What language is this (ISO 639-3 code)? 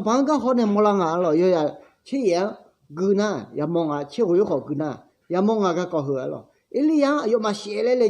ahk